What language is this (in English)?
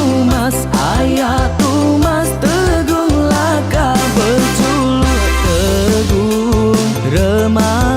Iban